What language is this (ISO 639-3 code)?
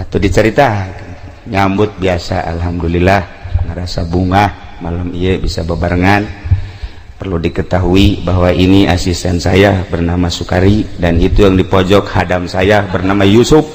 sun